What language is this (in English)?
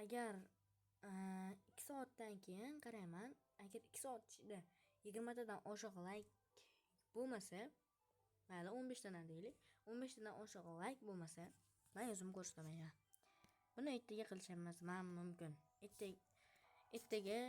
Uzbek